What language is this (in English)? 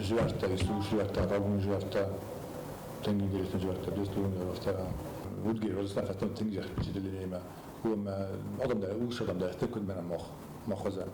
Ossetic